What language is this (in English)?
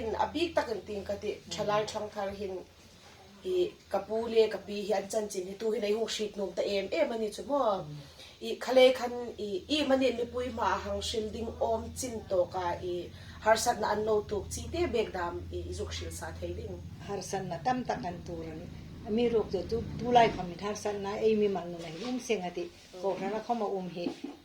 Hmar